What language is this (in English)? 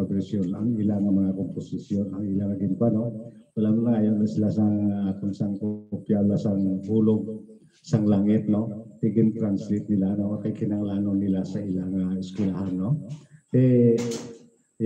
Hiligaynon